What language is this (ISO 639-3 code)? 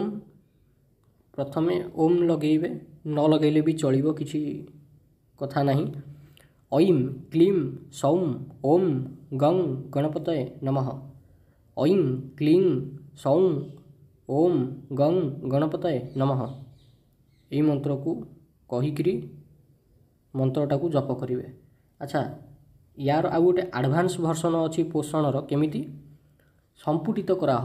ori